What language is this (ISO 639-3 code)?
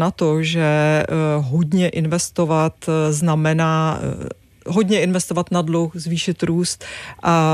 ces